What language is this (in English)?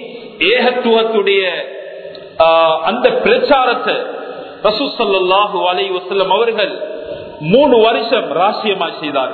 Tamil